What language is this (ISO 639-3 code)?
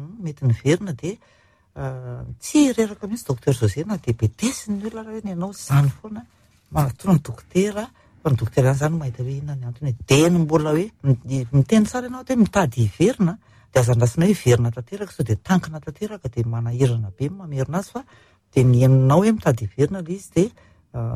mlg